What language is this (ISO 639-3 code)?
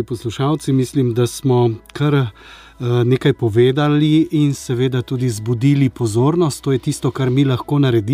slv